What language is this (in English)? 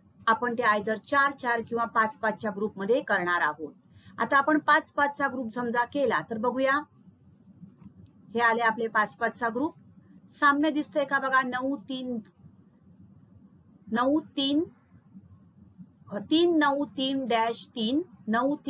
Marathi